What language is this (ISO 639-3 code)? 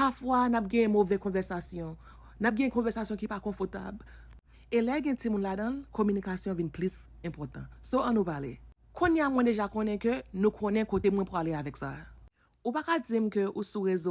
hat